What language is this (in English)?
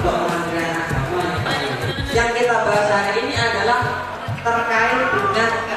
Indonesian